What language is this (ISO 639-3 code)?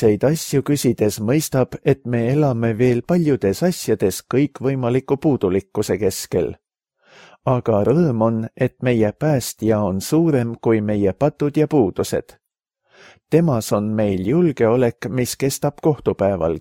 est